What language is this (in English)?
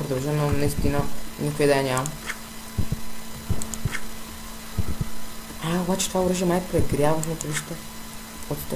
Bulgarian